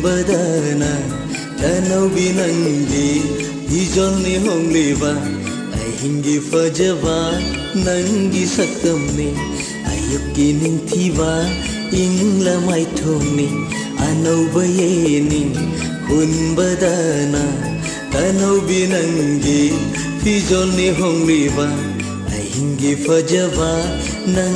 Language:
Manipuri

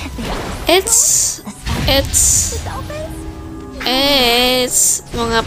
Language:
Indonesian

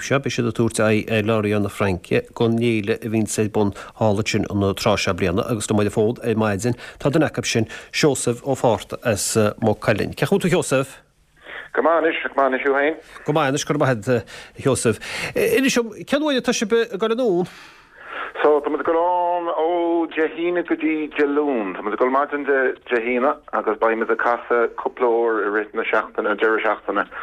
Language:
Irish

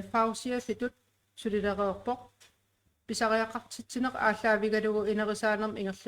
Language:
Kalaallisut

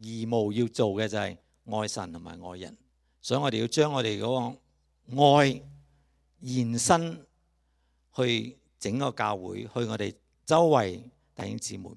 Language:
Cantonese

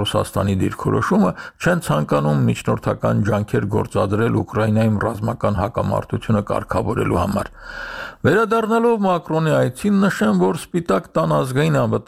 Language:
Armenian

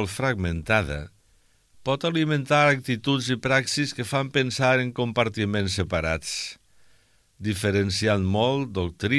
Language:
Catalan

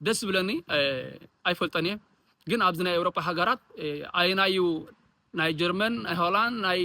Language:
Tigrinya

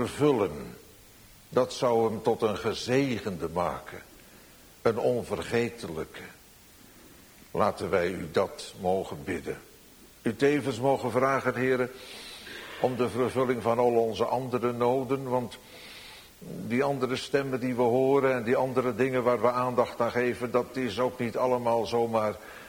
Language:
Dutch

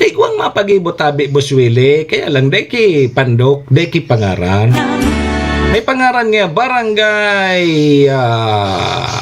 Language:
Bikol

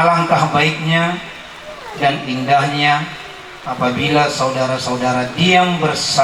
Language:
Batak Toba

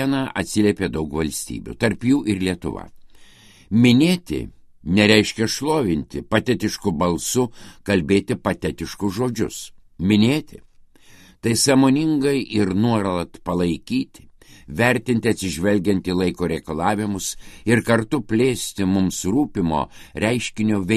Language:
Lithuanian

